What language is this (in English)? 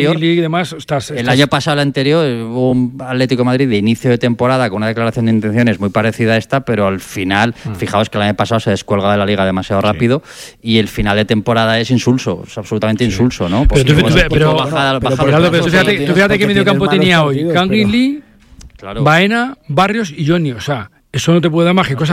Spanish